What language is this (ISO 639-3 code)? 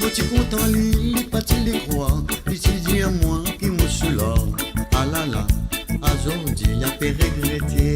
mfe